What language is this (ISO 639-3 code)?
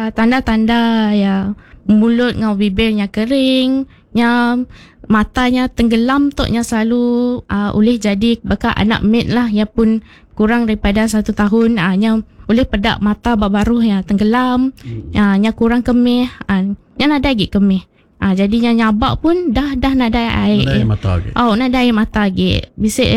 iba